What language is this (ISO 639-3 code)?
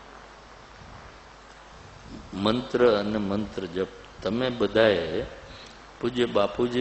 guj